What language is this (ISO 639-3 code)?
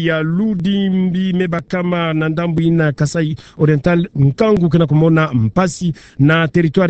ktu